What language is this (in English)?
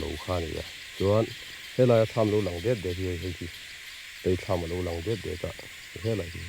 Mizo